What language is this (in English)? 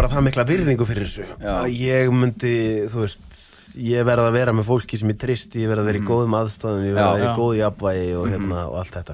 Icelandic